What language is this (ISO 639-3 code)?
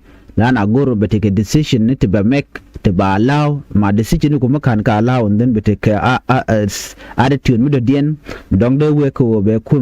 nus